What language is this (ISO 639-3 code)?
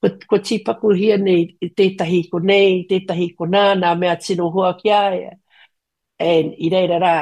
mri